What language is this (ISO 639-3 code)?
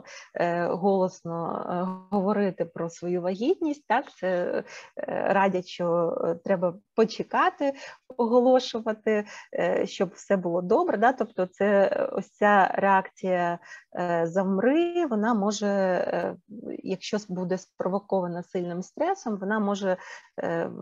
ukr